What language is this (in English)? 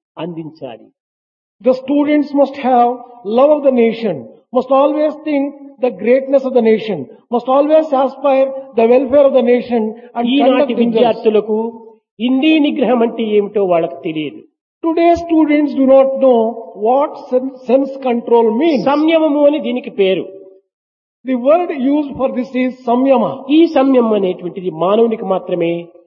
Telugu